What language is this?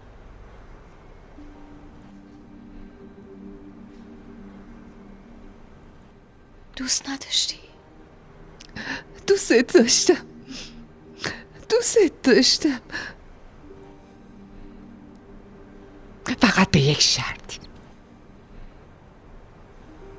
Persian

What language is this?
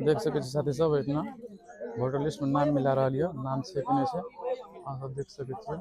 Maithili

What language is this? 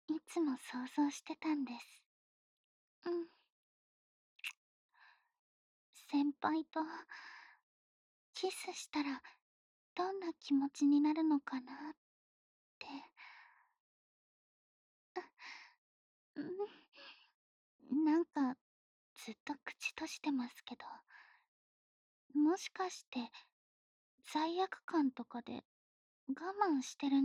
Japanese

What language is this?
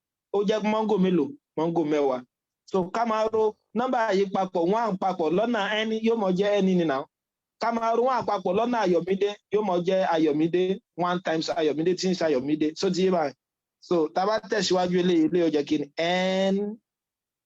Yoruba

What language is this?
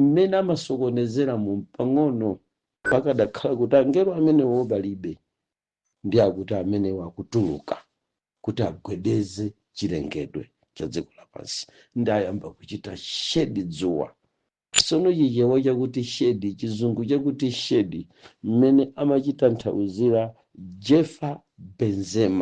Nyanja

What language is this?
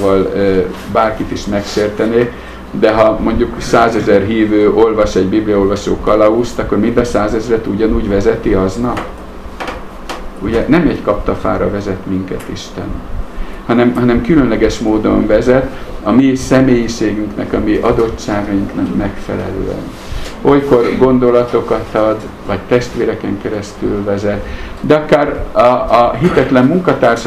Hungarian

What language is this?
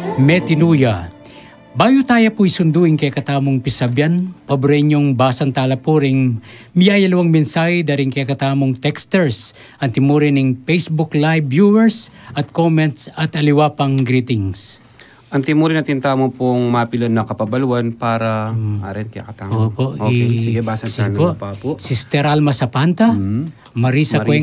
Pampanga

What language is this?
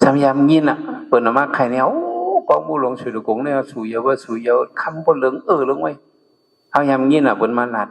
Shan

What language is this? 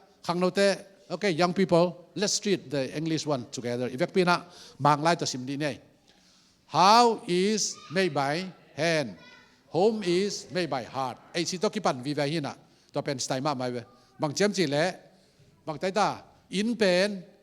Tedim Chin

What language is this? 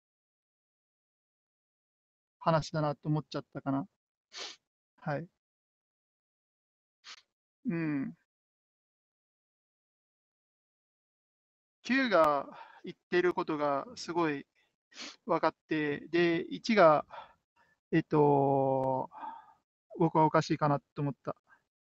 Japanese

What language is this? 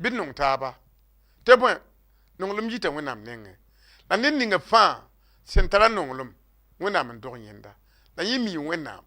Mossi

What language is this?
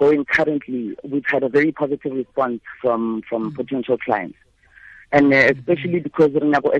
Tswana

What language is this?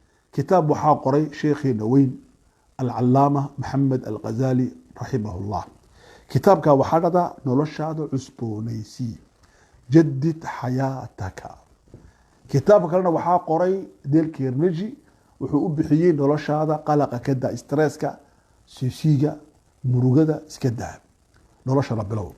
Somali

